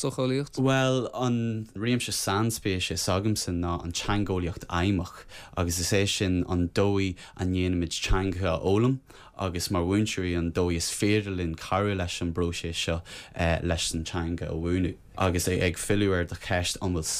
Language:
Irish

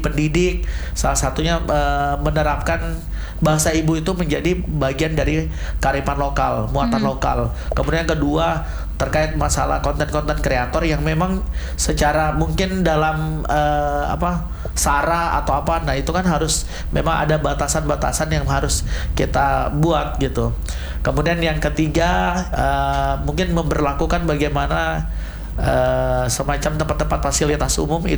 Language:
Indonesian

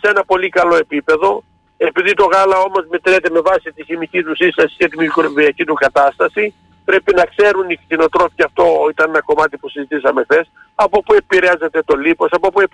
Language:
Greek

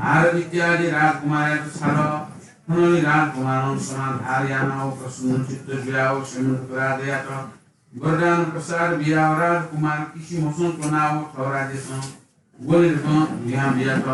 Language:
Newari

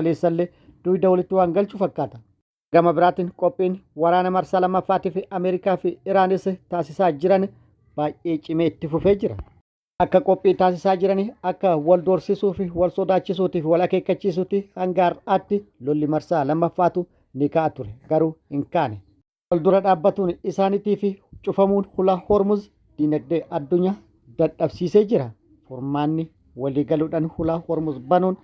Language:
Oromo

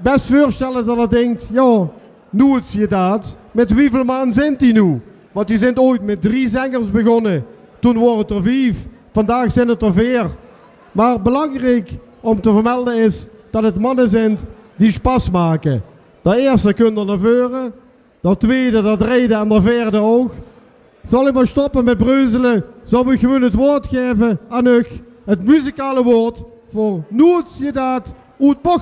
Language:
Limburgish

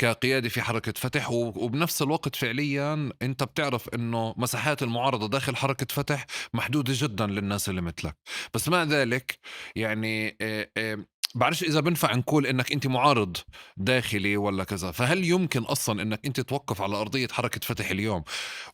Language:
North Levantine Arabic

